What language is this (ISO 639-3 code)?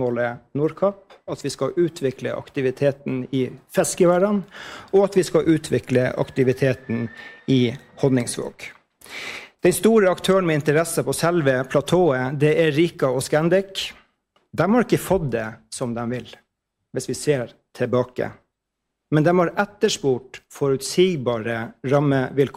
nor